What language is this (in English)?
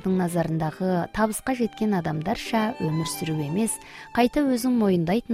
Kazakh